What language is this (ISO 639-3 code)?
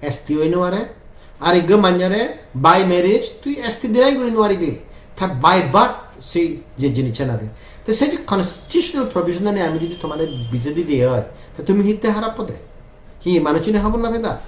ccp